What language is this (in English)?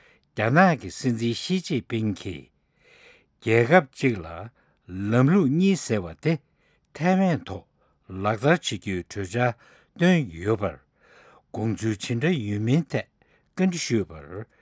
Tibetan